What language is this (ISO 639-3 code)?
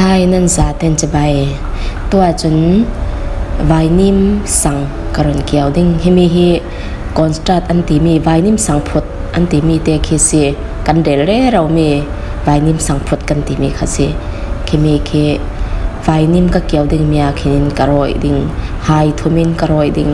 cfm